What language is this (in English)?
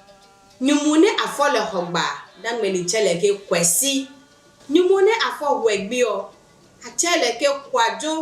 Adangme